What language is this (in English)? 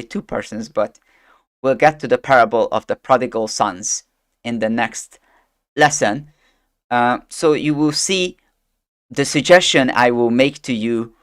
English